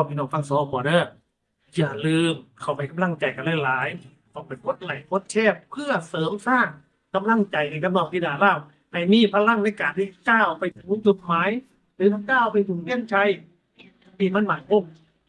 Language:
Northeastern Thai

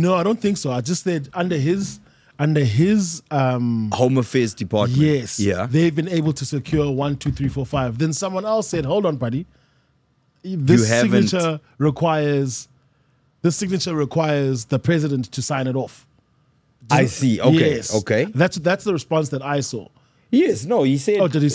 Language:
English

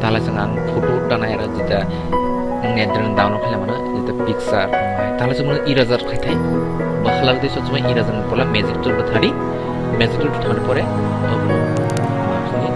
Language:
Kok Borok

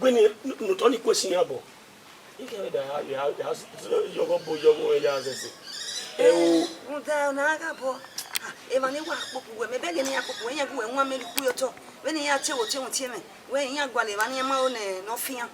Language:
Bini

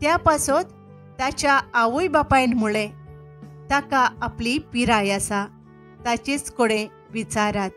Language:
Konkani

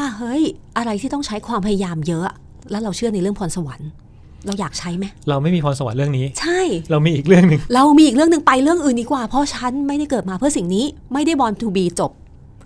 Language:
Thai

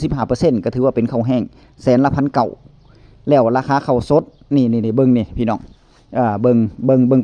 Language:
Northeastern Thai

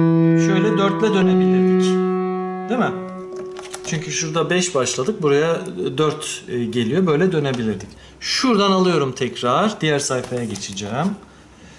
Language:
Turkish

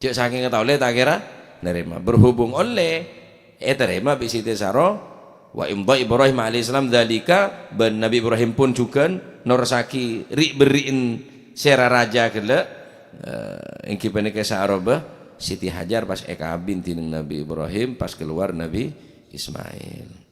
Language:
Madurese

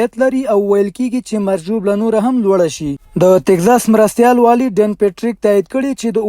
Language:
Pashto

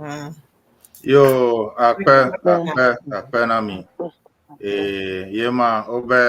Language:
Ewe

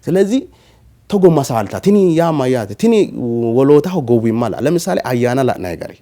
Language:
Sidamo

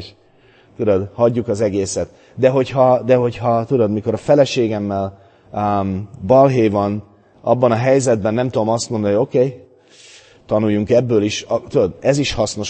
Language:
Hungarian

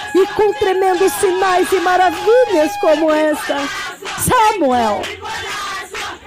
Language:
Portuguese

